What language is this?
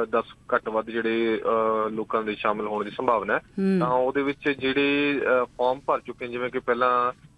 Punjabi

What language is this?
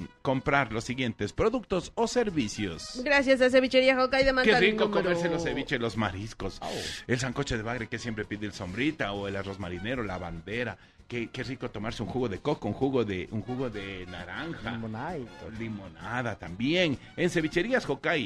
Spanish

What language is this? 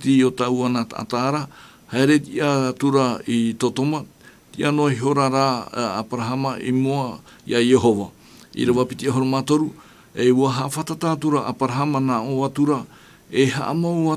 Tahitian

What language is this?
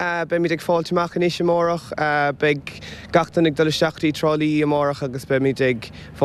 Irish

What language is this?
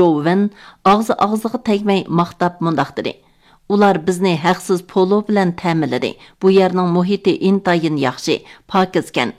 Uyghur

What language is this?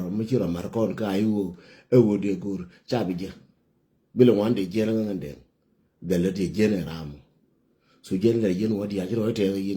Nuer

